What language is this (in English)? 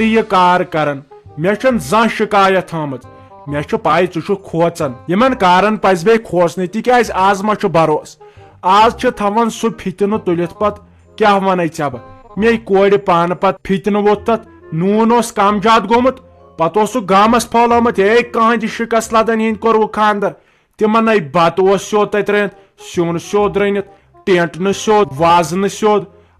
Kashmiri